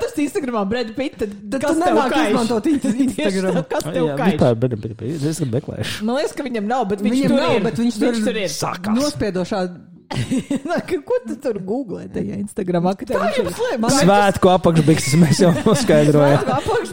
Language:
Latvian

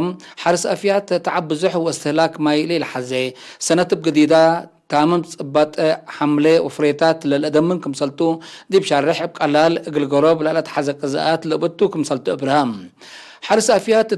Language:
Tigre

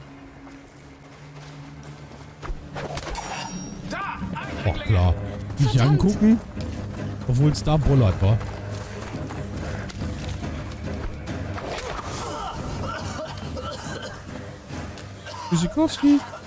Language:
German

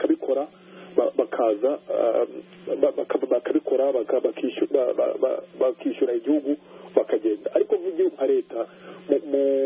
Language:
Kinyarwanda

